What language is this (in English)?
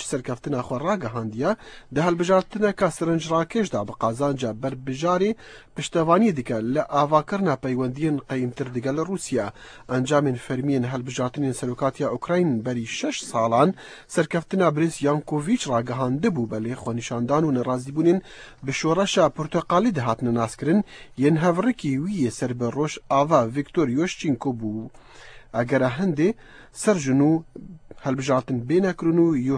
Kurdish